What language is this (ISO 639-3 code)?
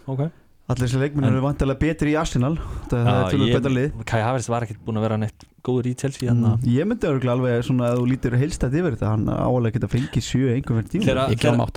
isl